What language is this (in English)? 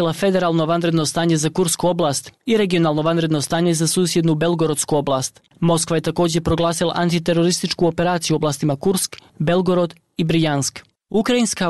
Bosnian